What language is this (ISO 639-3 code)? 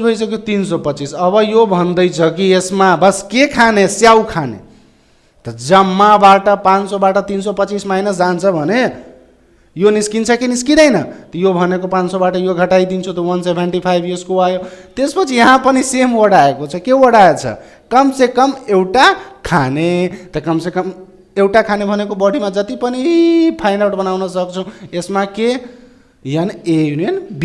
nep